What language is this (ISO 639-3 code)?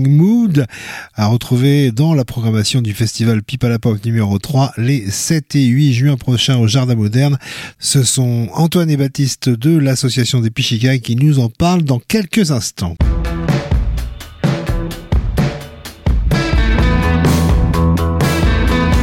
fra